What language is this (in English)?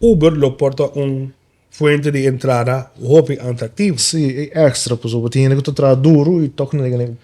Papiamento